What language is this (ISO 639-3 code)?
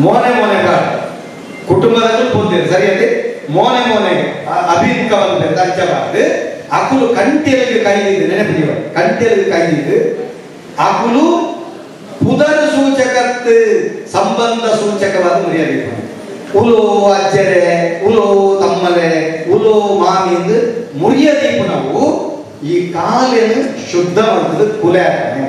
tcy